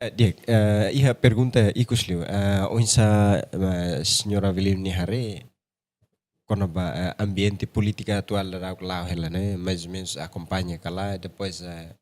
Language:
Tetum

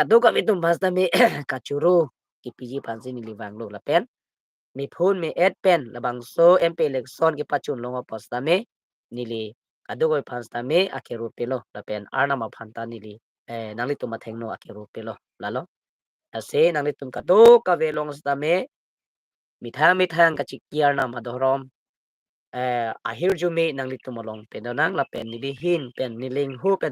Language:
Karbi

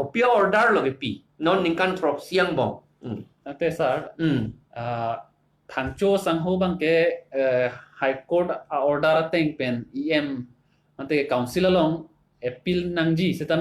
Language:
Karbi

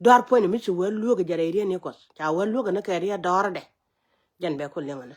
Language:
Nuer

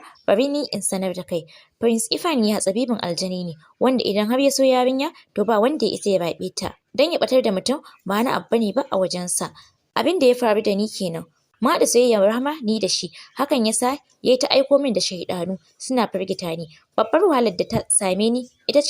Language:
Hausa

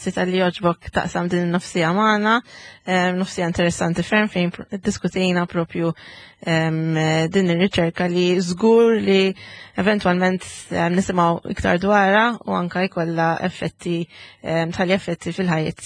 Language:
Maltese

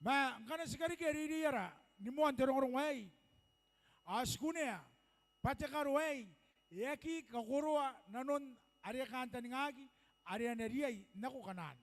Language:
Gilbertese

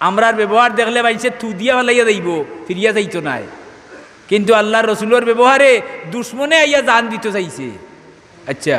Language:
Sylheti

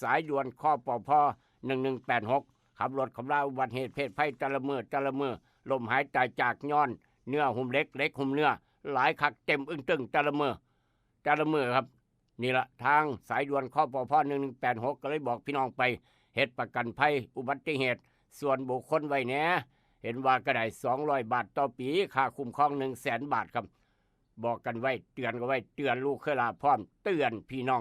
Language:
Northeastern Thai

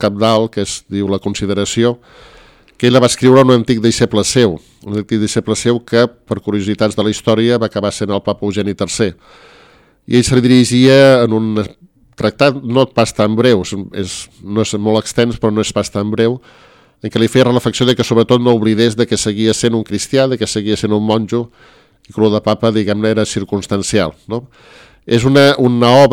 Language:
Catalan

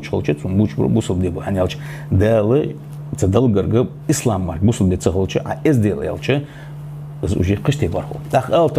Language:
Ingush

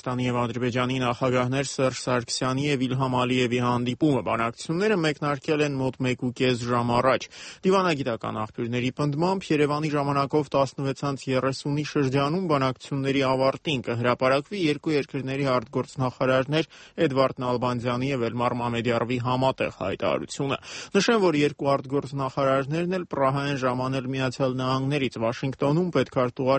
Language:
Armenian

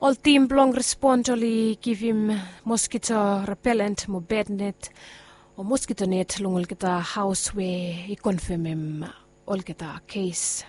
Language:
Bislama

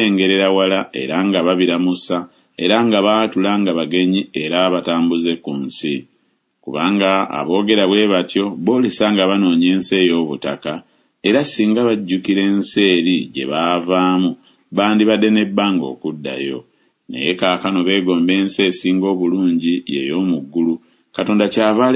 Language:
Ganda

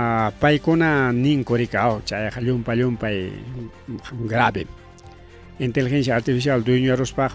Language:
Ayacucho Quechua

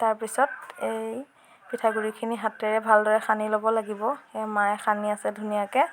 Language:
Assamese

